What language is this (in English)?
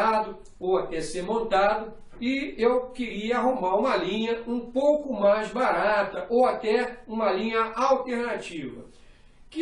Portuguese